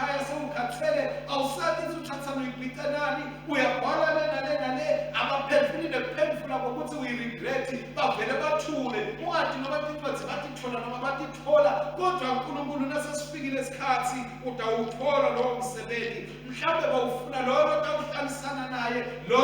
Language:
Swati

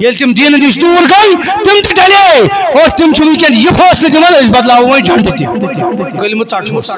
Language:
Kashmiri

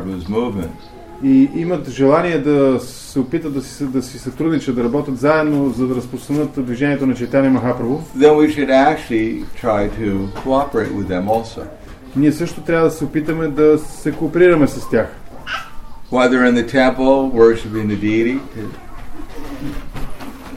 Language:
Bulgarian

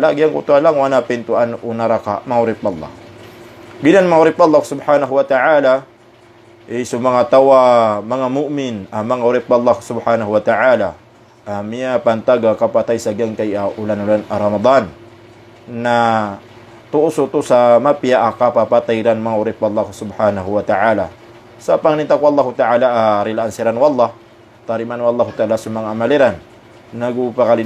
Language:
Maranao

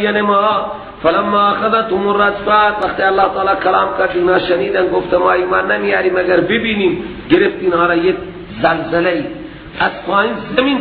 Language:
Persian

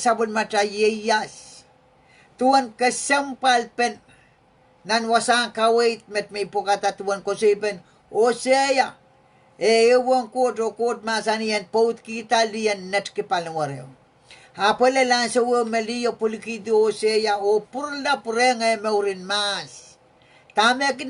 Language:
Pohnpeian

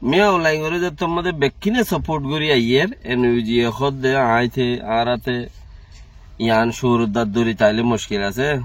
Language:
Rohingya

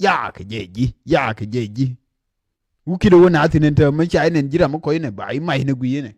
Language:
Nuer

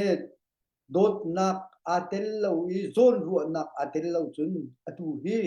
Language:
Hakha Chin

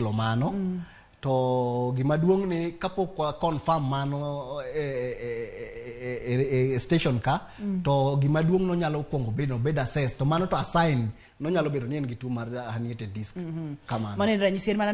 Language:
Luo (Kenya and Tanzania)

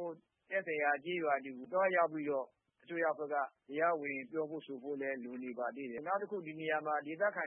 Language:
Burmese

